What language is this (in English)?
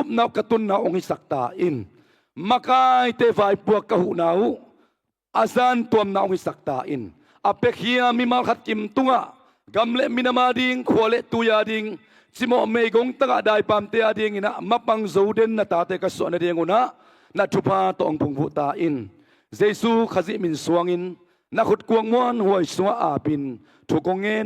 Tedim Chin